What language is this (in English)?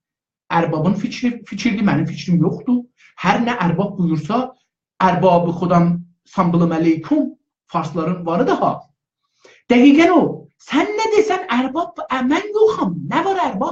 South Azerbaijani